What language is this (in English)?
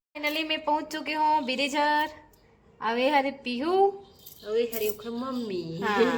Chhattisgarhi